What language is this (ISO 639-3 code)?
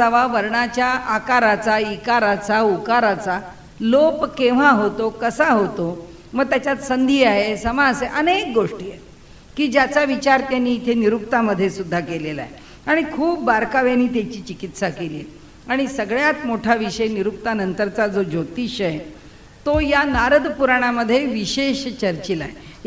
mar